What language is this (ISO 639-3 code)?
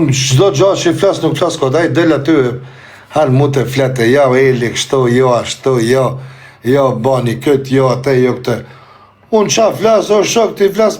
sqi